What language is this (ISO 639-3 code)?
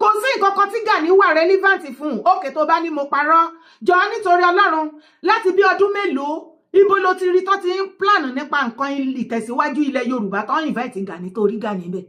yor